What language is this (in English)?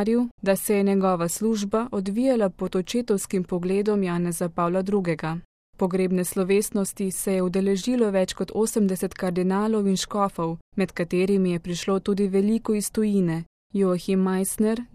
Slovenian